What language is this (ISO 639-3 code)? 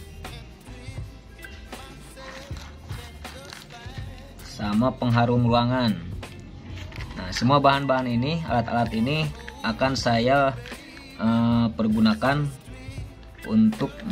ind